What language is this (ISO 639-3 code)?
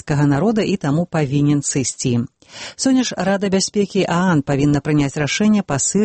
bel